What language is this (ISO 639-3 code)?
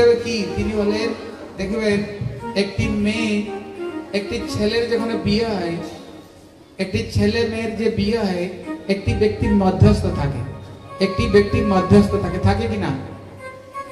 ben